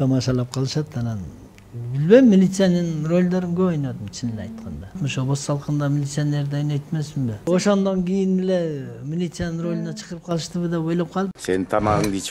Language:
Kyrgyz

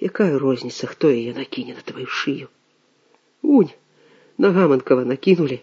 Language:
Belarusian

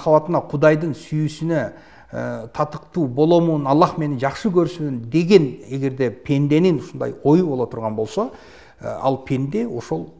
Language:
Kyrgyz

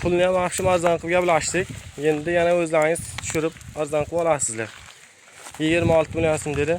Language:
Uzbek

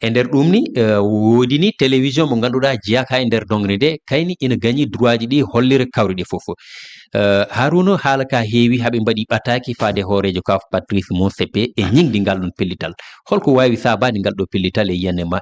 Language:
Fula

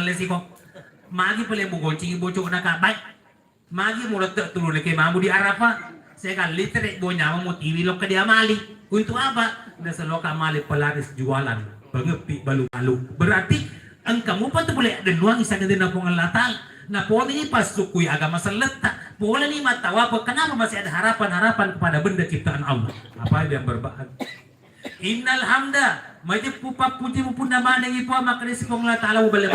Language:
Buginese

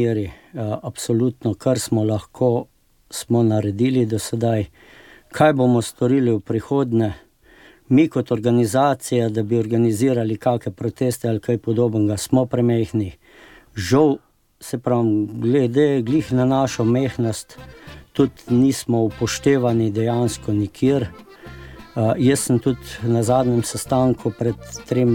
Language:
Slovenian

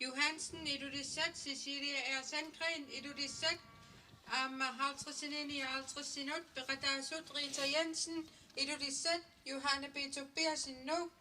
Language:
Kalaallisut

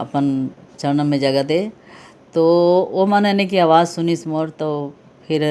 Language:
Chhattisgarhi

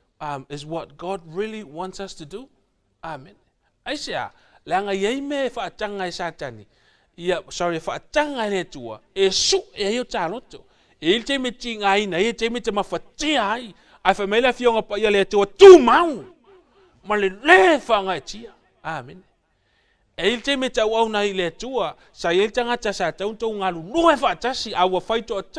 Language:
Samoan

